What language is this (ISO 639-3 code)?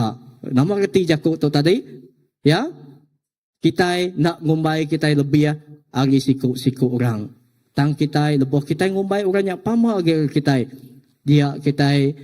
iba